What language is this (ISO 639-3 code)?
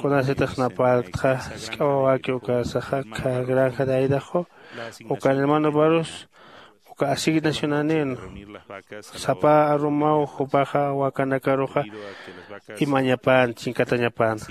aym